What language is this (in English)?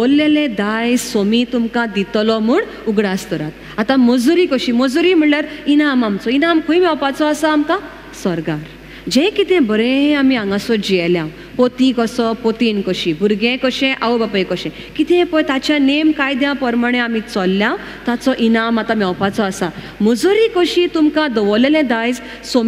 Konkani